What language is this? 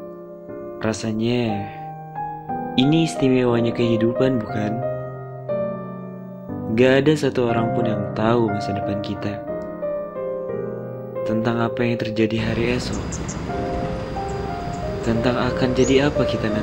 Indonesian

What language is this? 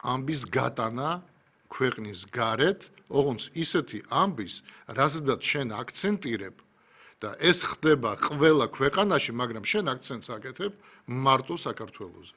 Georgian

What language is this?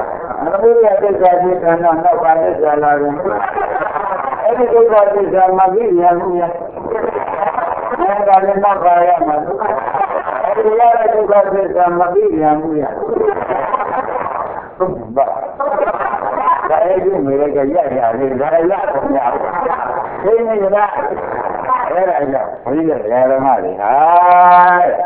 Burmese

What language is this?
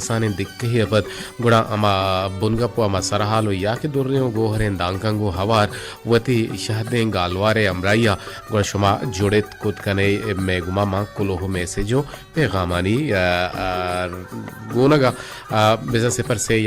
Baluchi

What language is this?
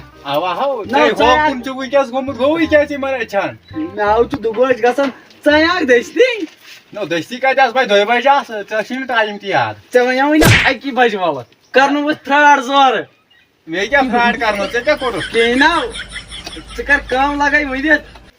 Kashmiri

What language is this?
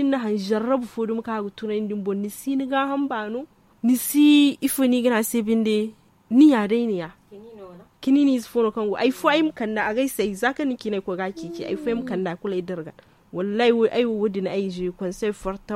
Zarma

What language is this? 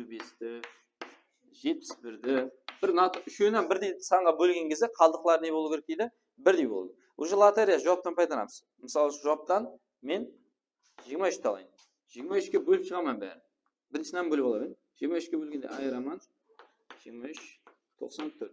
Kara-Kalpak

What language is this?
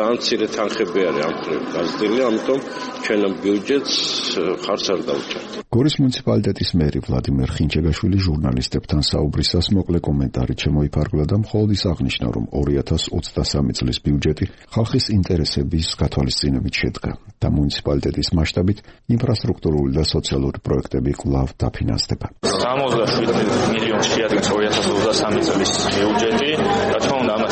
Georgian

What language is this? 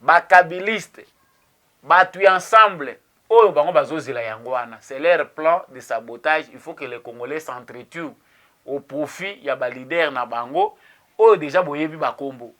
Lingala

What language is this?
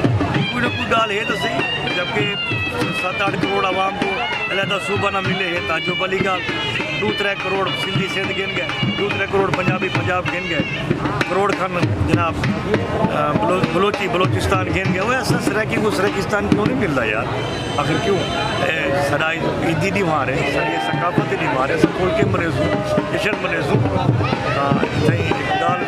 Saraiki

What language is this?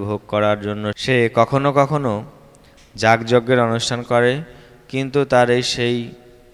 Bangla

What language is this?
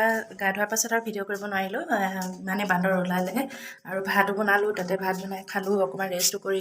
Assamese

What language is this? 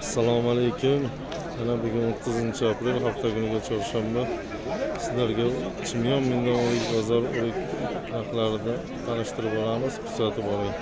Uzbek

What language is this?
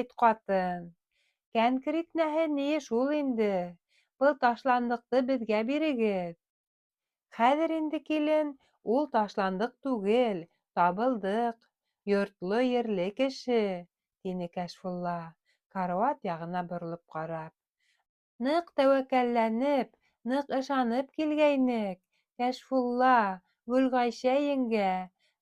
Bashkir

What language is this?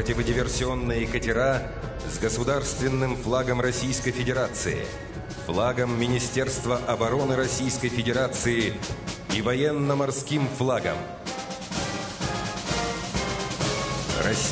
Russian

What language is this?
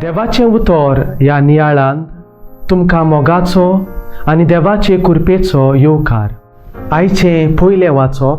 Konkani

